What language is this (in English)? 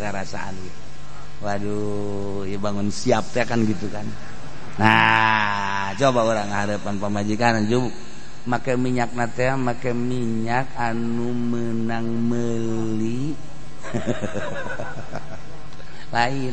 Sundanese